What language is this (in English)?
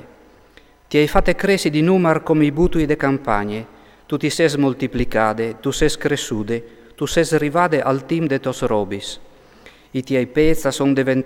Friulian